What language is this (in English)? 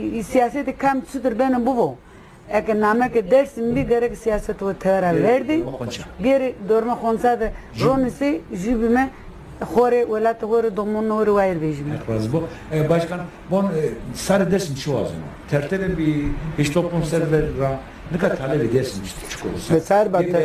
Zaza